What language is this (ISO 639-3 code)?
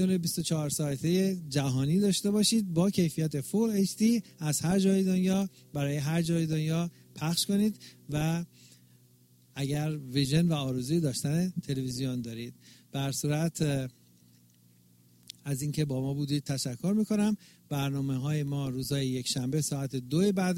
fas